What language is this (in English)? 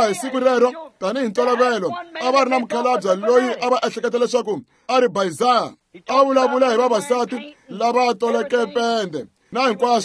Tsonga